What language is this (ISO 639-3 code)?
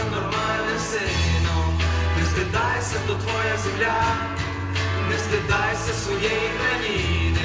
ukr